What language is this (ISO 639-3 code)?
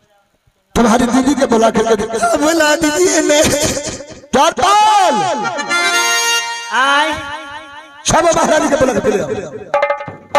bho